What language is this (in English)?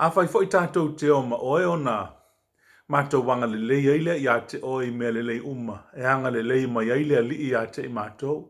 Samoan